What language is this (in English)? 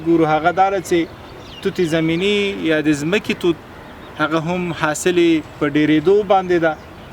Pashto